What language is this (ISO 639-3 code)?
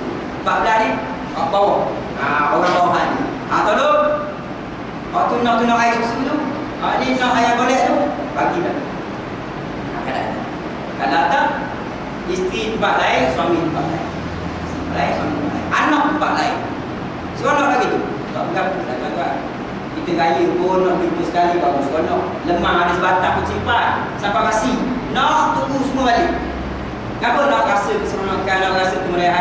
msa